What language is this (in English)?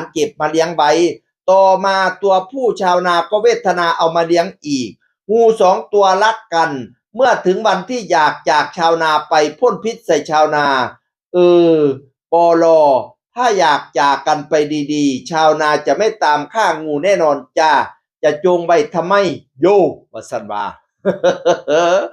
Northeastern Thai